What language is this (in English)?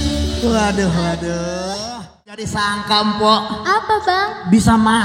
Betawi